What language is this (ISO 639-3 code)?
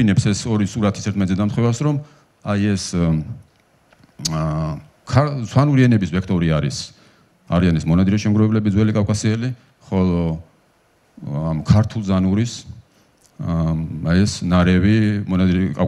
kat